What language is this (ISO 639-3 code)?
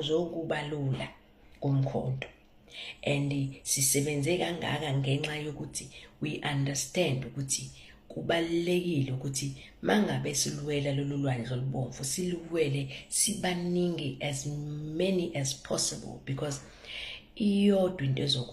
zul